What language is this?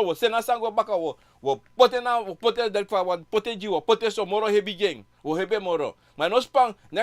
Sranan Tongo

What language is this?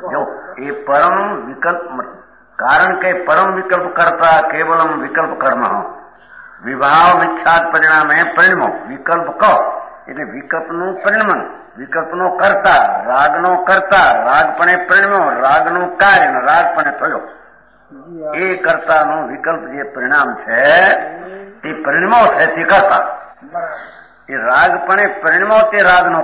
Gujarati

